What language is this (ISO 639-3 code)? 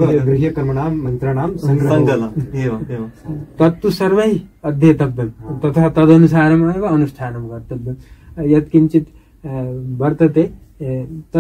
san